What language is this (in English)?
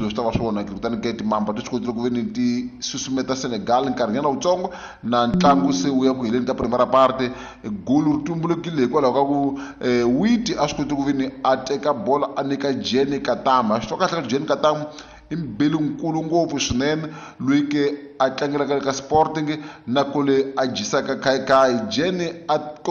Tsonga